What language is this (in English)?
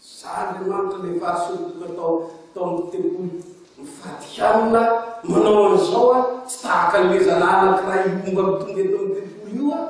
Malagasy